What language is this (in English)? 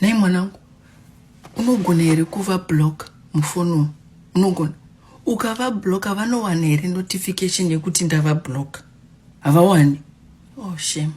Shona